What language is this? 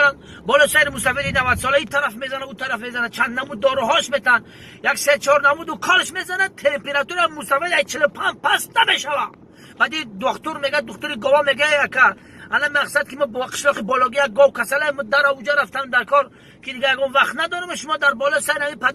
Tajik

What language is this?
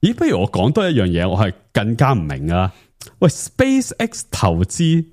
Cantonese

